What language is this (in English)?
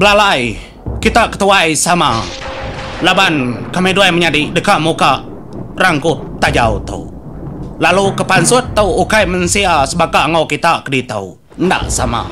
Iban